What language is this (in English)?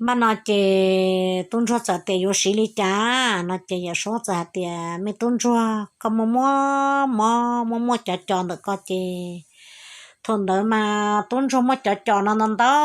Hmong